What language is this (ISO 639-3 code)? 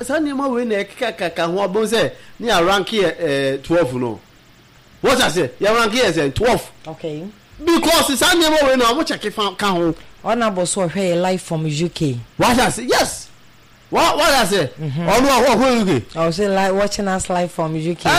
aka